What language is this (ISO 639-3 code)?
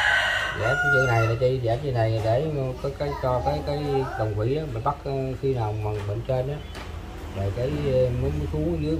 vie